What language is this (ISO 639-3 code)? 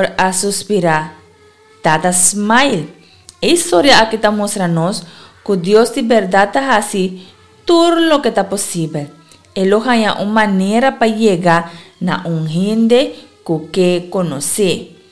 pap